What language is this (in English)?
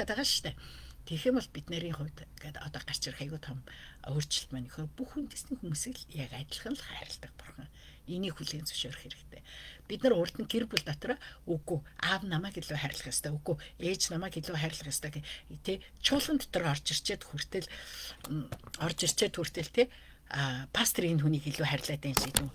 Mongolian